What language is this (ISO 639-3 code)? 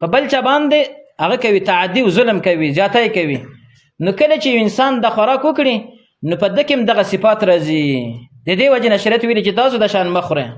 pus